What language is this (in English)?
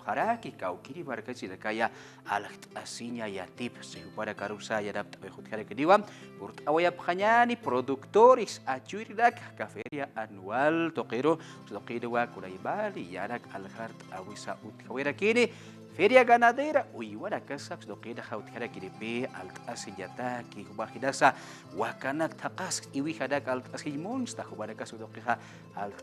Aymara